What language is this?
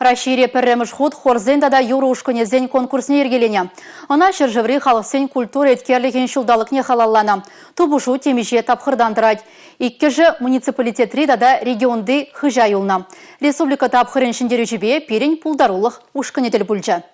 Chuvash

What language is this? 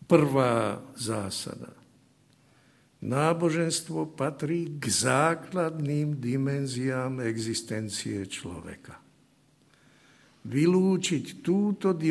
Slovak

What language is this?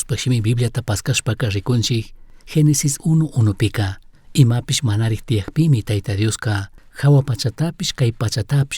Chimborazo Highland Quichua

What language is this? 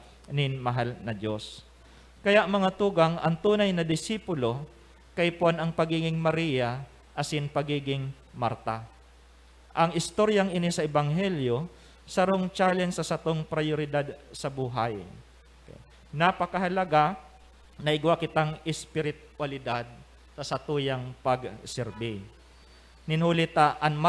Bikol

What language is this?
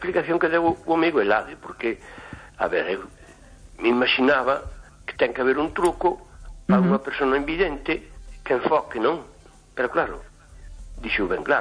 Galician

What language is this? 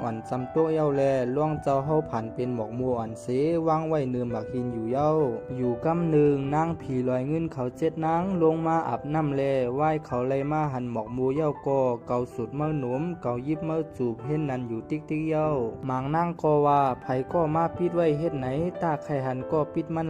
Shan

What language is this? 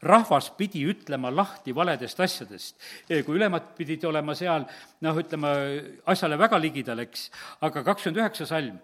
Estonian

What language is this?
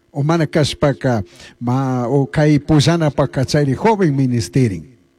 Chimborazo Highland Quichua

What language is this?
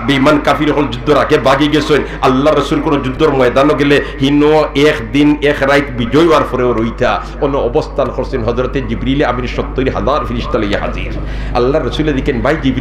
Sylheti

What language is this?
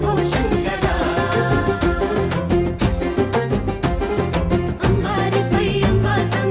Telugu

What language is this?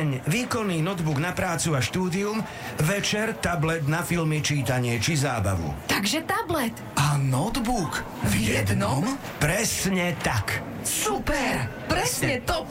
Slovak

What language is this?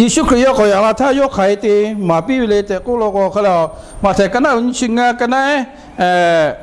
Lahu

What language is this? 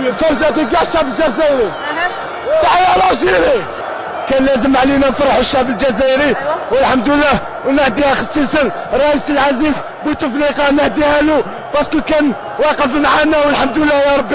Algerian Arabic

